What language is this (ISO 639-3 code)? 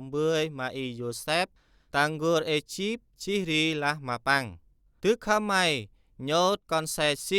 cmo